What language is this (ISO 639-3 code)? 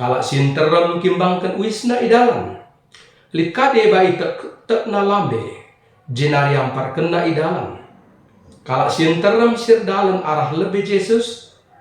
btx